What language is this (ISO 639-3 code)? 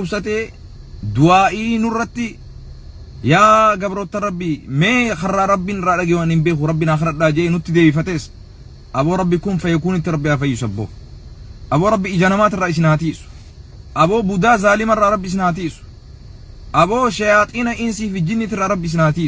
orm